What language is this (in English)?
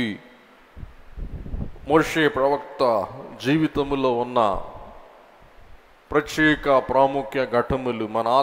Telugu